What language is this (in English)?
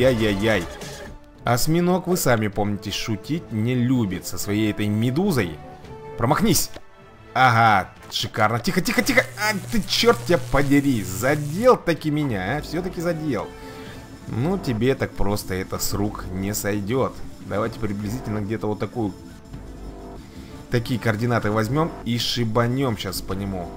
Russian